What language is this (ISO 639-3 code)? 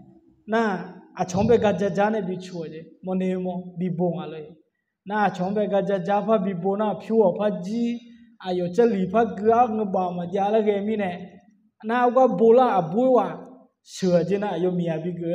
ahk